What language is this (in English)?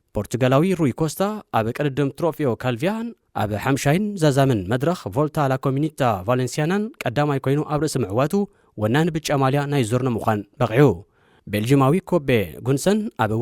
Tigrinya